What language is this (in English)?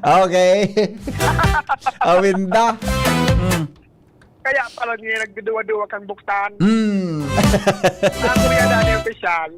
Bikol